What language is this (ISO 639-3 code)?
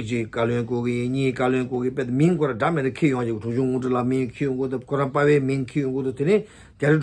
bod